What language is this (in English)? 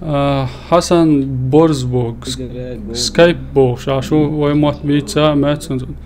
Chechen